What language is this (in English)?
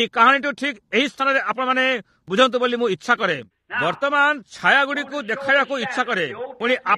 Odia